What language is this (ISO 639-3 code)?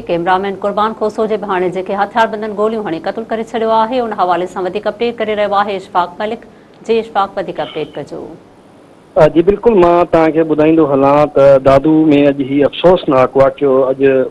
snd